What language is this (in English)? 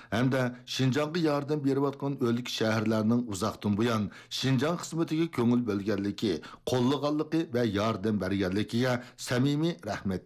Uyghur